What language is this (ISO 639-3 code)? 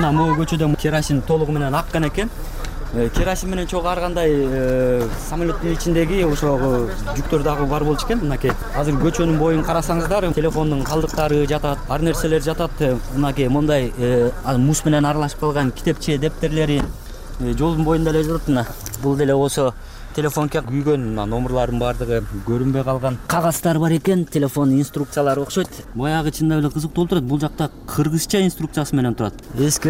kir